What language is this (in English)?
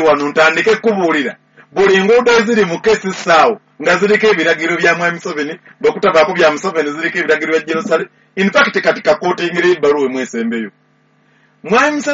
Ganda